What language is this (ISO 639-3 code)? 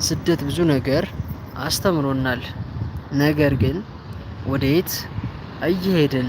amh